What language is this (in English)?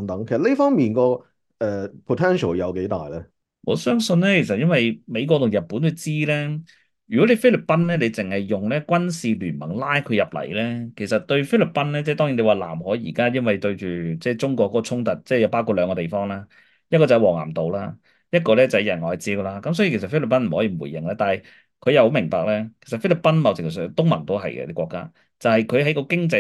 Cantonese